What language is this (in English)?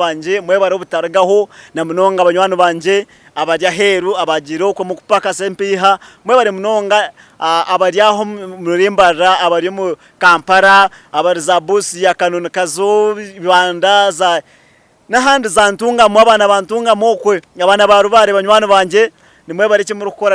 Nyankole